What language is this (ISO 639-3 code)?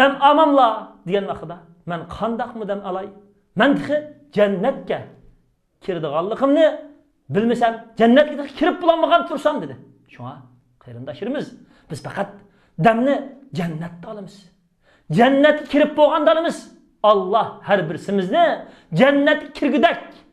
uig